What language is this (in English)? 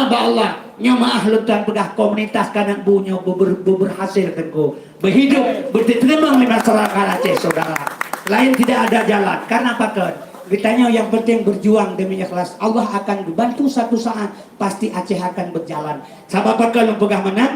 Achinese